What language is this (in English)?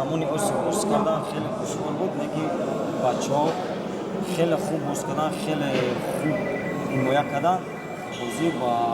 Tajik